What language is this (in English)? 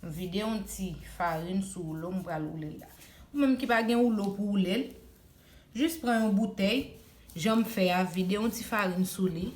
Haitian Creole